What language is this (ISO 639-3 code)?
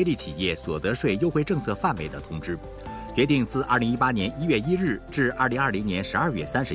zho